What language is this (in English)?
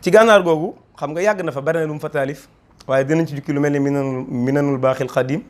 Wolof